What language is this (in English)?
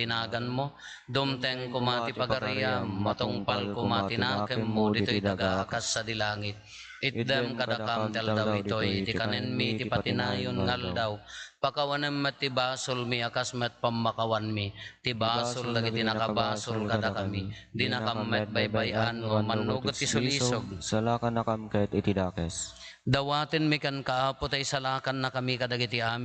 Iloko